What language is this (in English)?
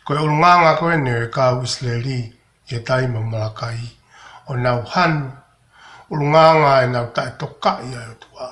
Tongan